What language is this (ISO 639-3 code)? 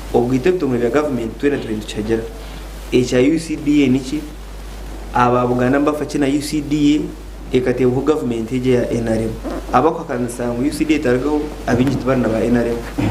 nyn